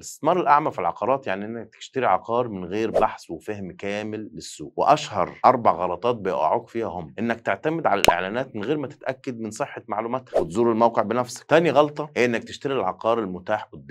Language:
Egyptian Arabic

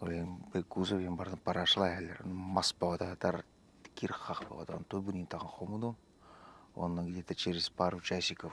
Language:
Yakut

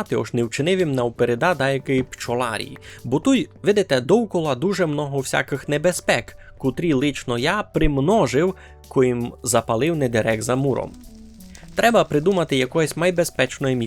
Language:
Rusyn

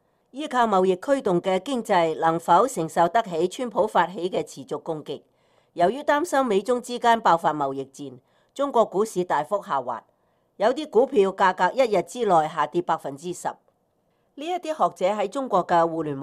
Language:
Cantonese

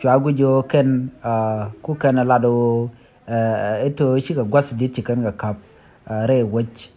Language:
Nuer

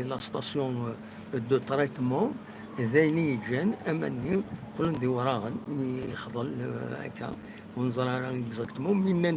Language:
Kabyle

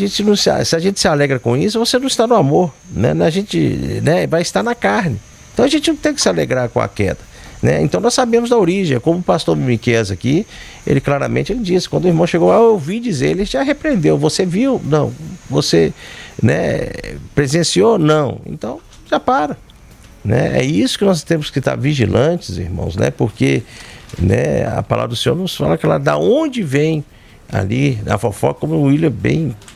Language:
Portuguese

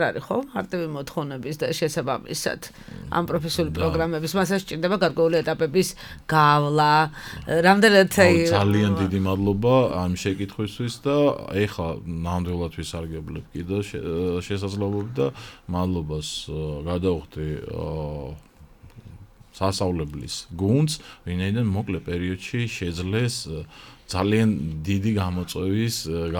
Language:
Georgian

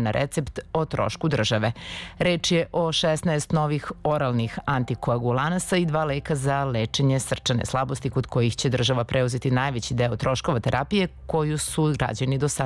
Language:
Serbian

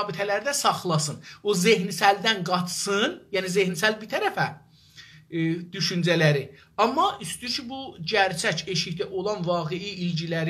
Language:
South Azerbaijani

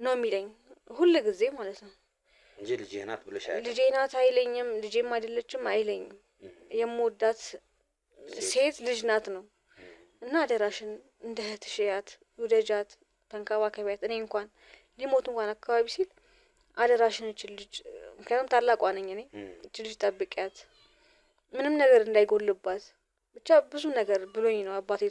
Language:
Amharic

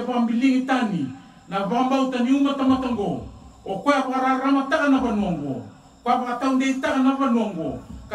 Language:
Fijian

